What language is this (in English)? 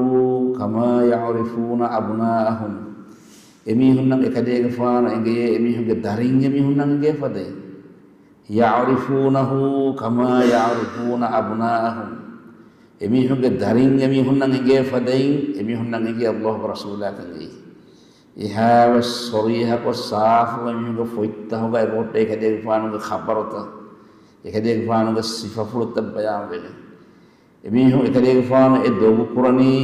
Divehi